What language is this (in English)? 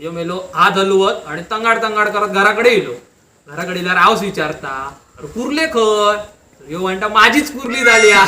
Konkani